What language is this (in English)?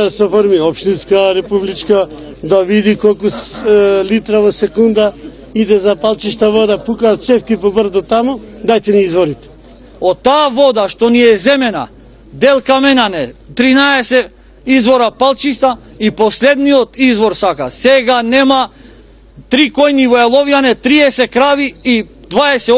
Macedonian